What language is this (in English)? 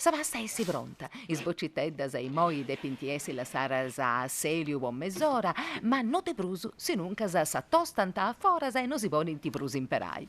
Sardinian